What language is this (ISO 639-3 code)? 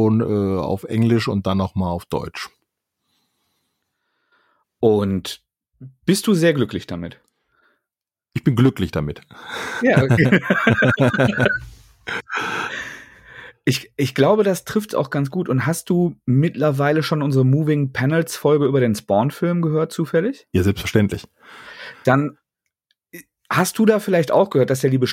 deu